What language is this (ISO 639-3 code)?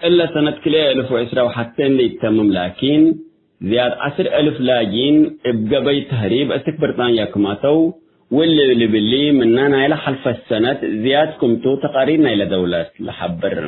tig